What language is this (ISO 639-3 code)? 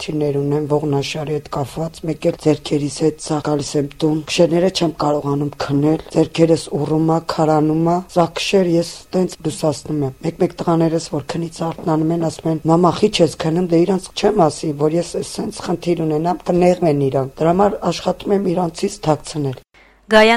hye